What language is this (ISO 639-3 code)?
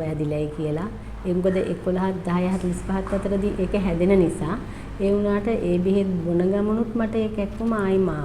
sin